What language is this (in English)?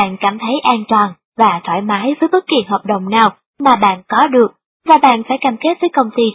Vietnamese